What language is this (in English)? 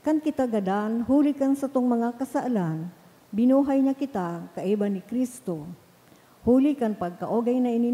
Bikol